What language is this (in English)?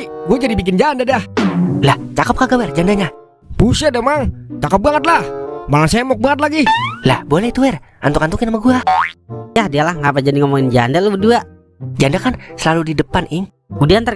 Betawi